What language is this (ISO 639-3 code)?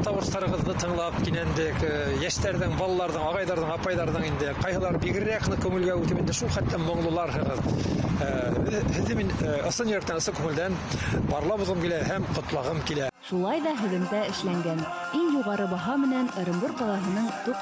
bak